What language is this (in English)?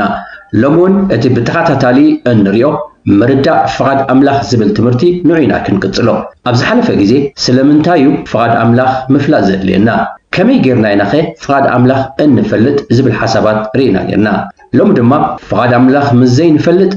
Tigrinya